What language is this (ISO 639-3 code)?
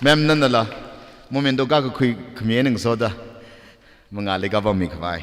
nmf